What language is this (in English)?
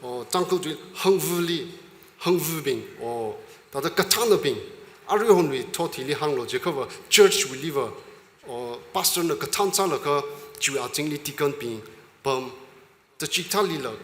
Tangkhul Naga (India)